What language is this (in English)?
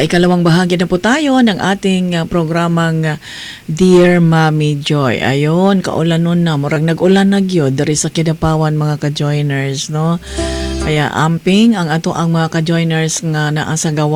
Cebuano